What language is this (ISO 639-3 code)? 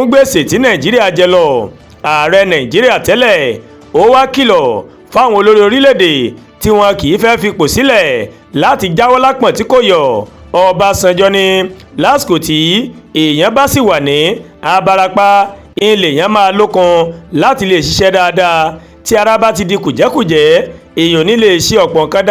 yor